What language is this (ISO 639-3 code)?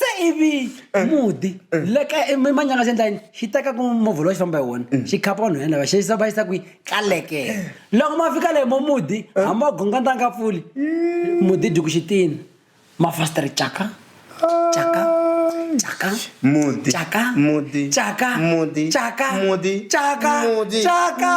tso